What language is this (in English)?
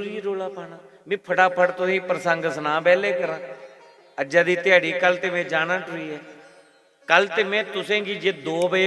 Dogri